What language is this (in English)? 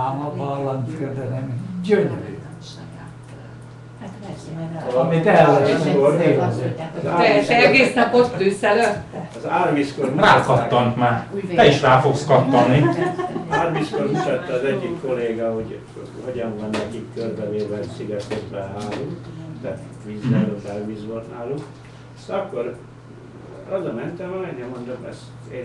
Hungarian